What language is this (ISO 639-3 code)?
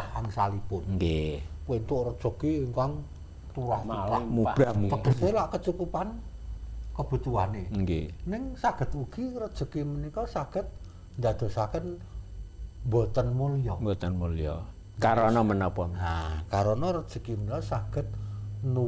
jav